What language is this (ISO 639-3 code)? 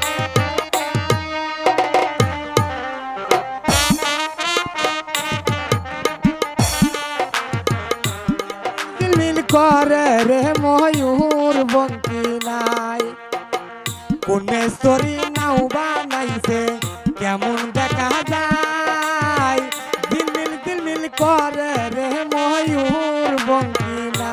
ben